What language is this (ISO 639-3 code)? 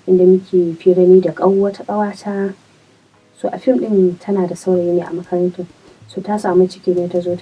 hau